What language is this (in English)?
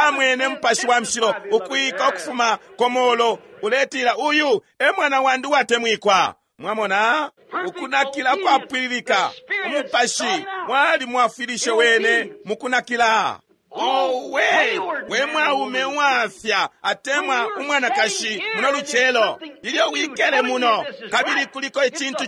Bemba